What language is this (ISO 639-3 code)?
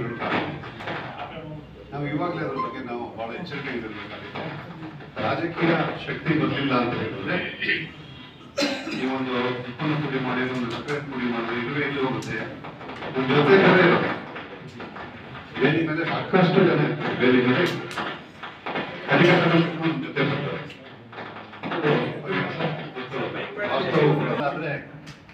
kan